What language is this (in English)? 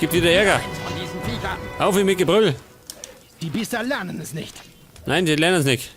Bavarian